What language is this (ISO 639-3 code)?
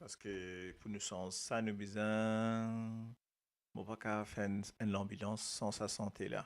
mfe